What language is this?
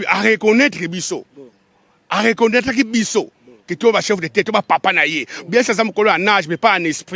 Lingala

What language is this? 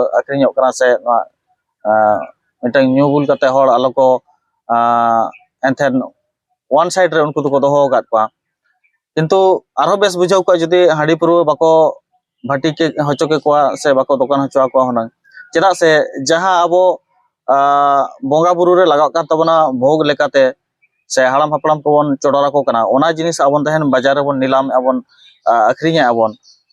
Santali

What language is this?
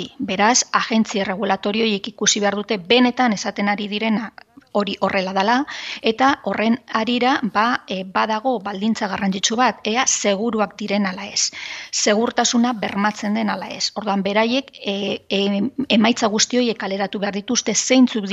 Basque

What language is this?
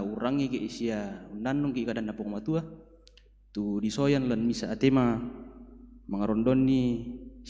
Toraja-Sa'dan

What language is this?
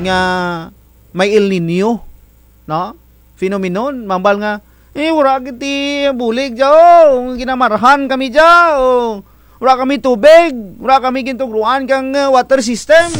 Kinaray-a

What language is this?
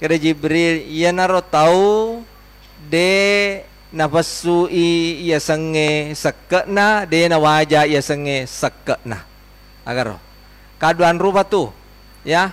Buginese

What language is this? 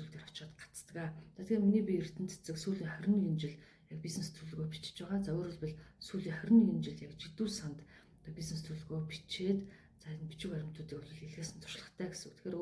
Mongolian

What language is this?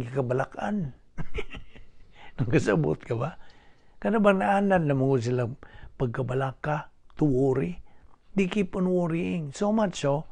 Cebuano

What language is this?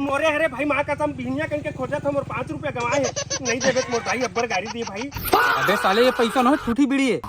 Chhattisgarhi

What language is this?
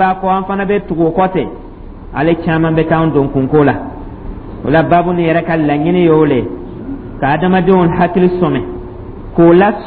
Dyula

